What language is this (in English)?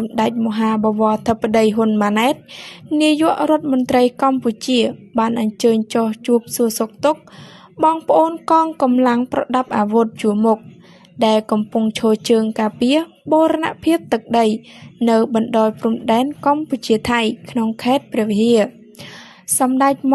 Khmer